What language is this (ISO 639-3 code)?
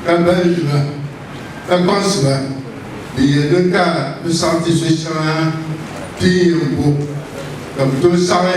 dag